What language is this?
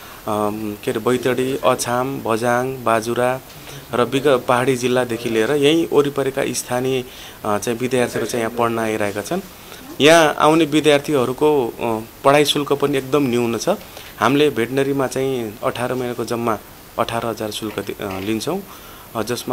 Nepali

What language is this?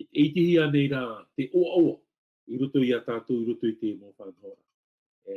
Tahitian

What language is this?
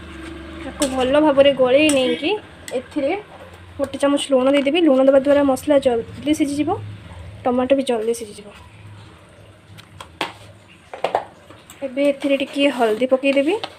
Odia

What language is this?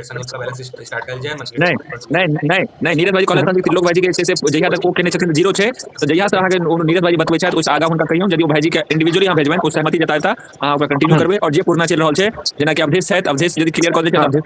Maithili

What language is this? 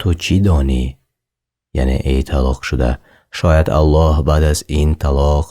Tajik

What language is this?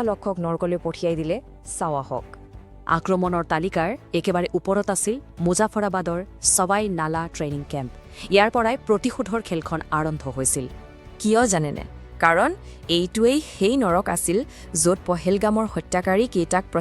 Assamese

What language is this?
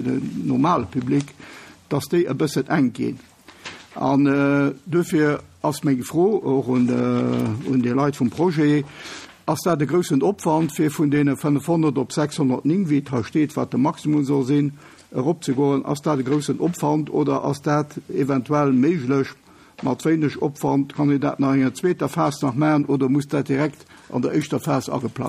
Luxembourgish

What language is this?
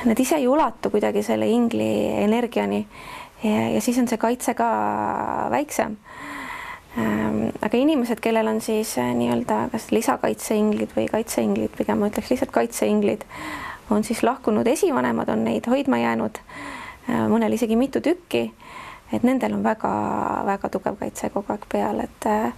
Estonian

